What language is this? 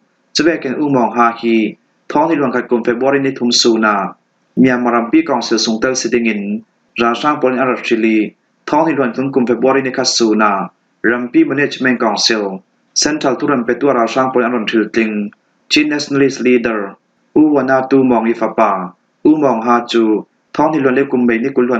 Falam Chin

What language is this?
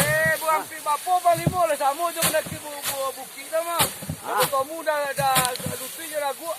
Minangkabau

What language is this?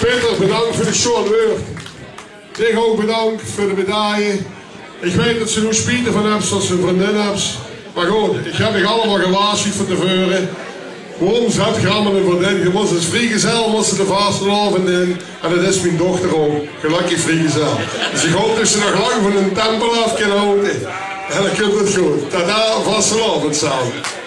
Limburgish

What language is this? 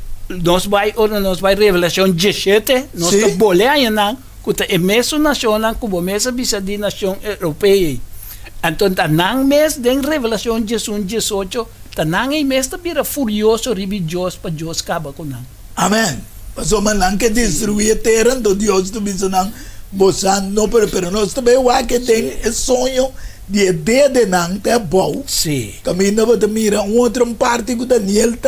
Papiamento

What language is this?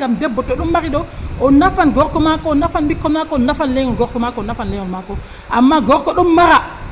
Nigerian Fulfulde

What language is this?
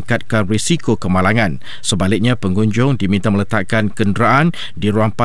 Malay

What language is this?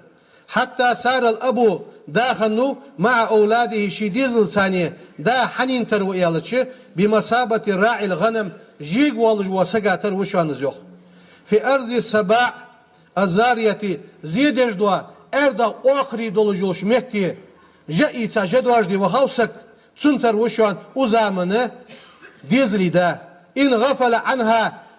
Ingush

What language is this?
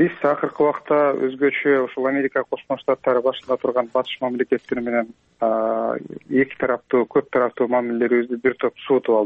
Kyrgyz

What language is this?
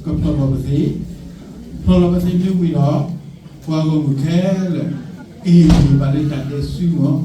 S'gaw Karen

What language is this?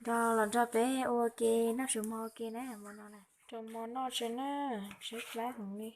Hmong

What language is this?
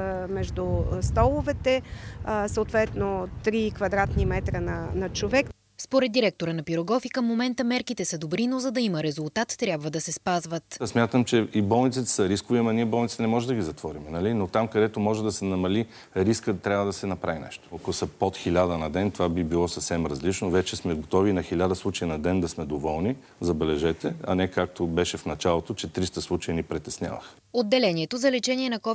Bulgarian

